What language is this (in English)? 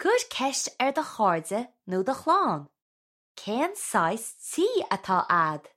Irish